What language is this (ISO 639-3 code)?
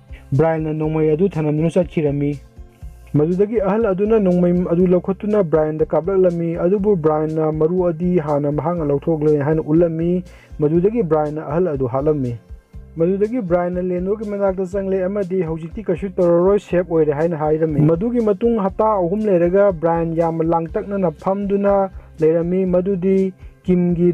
mni